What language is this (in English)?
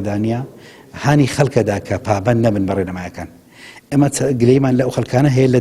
Central Kurdish